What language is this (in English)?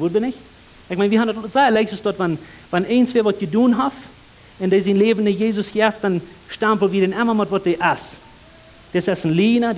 Plautdietsch